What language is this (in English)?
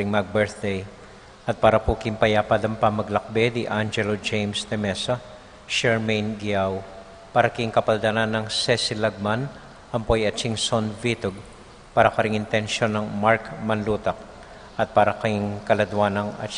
Pampanga